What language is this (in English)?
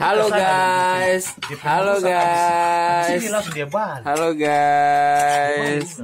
Ambonese Malay